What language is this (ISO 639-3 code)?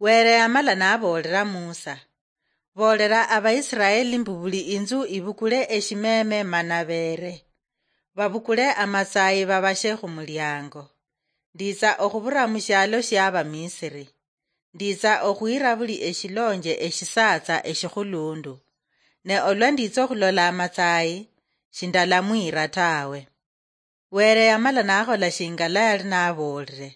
luy